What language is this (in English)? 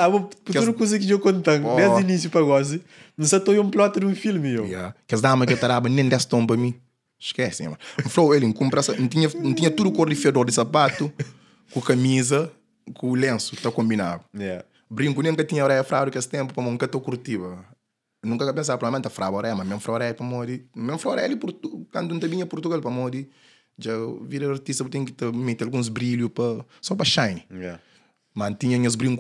Kabuverdianu